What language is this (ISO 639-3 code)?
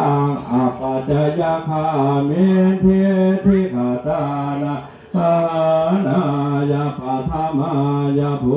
pli